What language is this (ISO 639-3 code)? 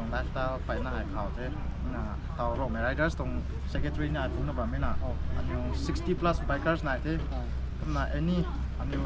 nbu